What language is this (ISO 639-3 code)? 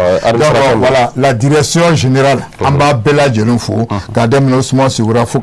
bam